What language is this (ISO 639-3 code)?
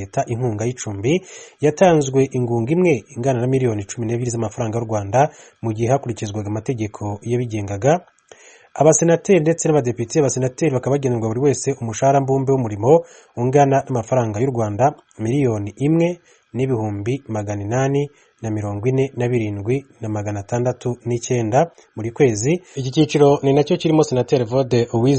kin